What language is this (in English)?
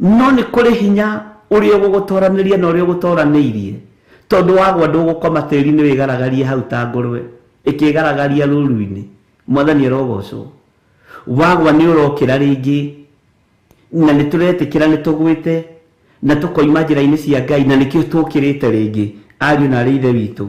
Kikuyu